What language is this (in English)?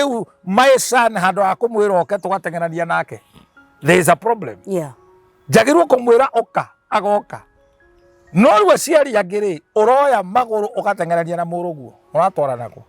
Kikuyu